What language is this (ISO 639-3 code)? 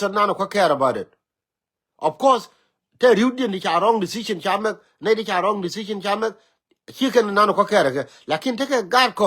nus